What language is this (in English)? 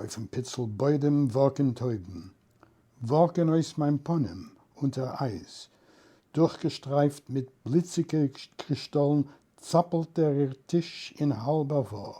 Yiddish